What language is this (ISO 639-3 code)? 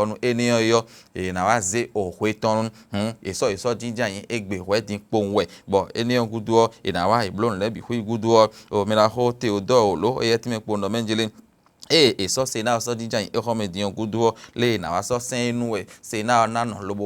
fon